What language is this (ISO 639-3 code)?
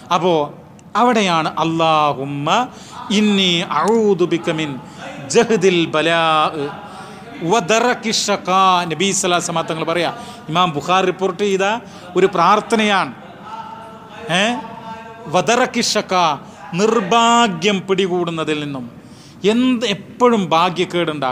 mal